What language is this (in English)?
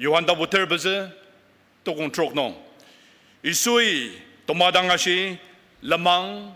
Ao Naga